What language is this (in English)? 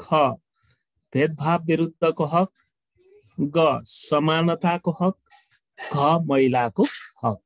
Nepali